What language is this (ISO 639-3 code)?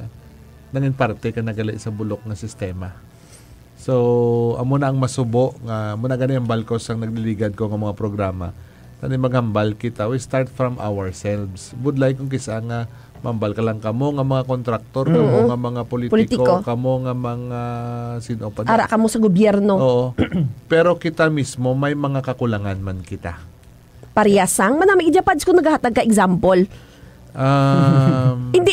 hil